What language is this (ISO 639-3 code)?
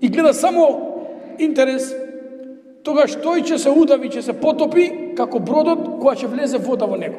mkd